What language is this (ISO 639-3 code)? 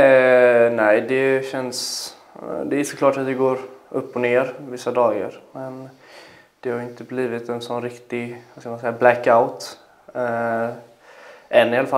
swe